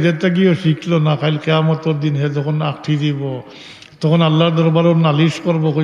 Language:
Sylheti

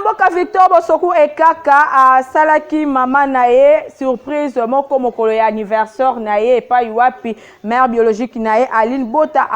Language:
Lingala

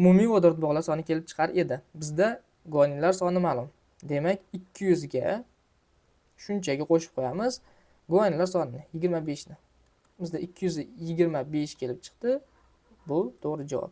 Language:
Uzbek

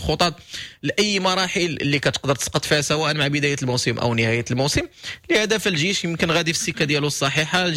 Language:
Moroccan Arabic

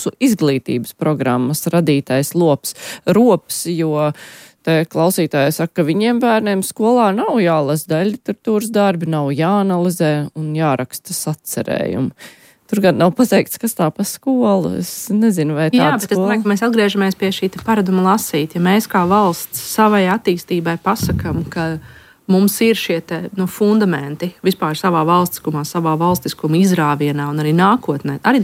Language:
Latvian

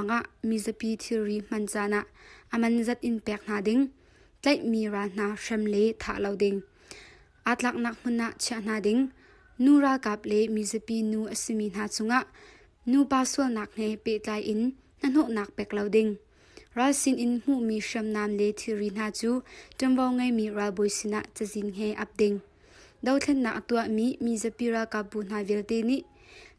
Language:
Hakha Chin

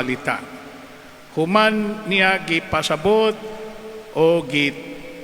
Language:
Cebuano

